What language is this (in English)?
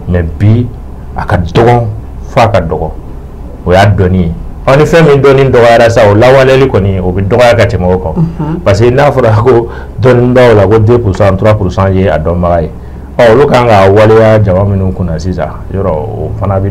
Bambara